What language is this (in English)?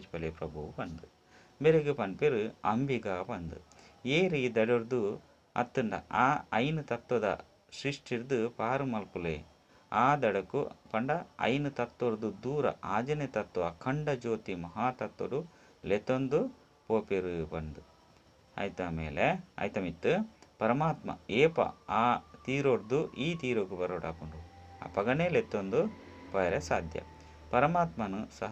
Tulu